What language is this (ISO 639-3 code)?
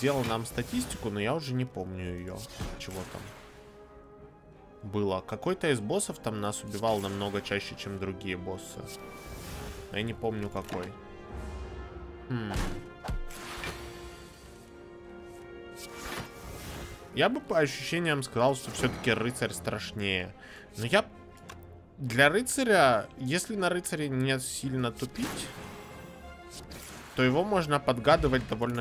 rus